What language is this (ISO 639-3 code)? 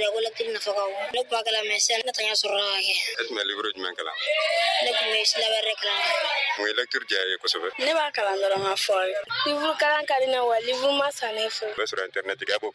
bam